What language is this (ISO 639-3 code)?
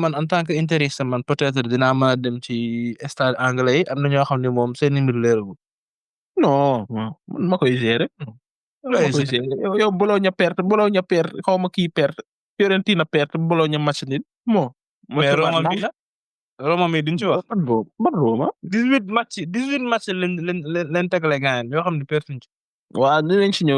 wol